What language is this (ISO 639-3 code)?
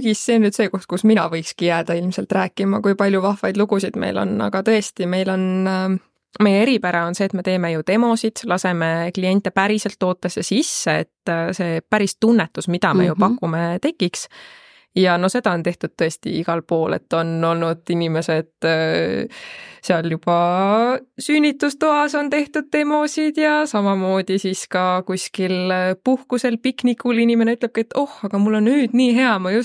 est